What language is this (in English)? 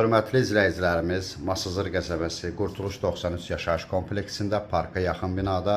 Azerbaijani